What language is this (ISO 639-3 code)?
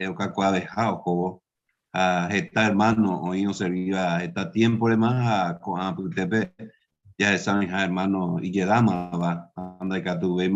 grn